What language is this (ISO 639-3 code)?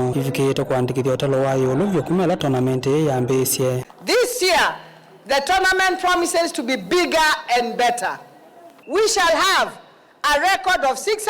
kam